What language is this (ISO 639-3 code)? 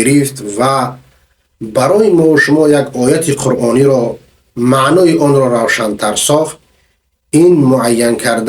fas